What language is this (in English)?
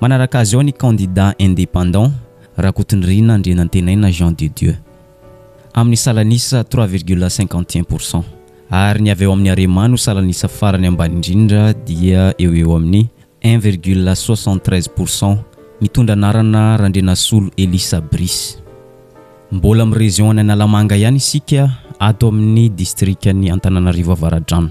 Malagasy